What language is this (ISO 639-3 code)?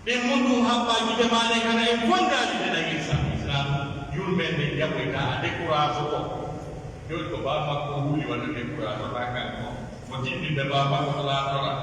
fuf